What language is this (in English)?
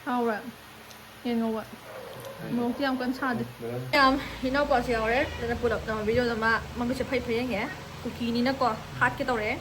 Manipuri